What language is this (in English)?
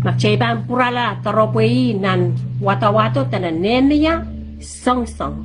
Pohnpeian